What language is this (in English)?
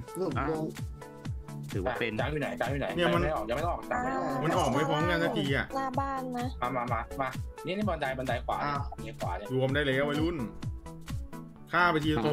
Thai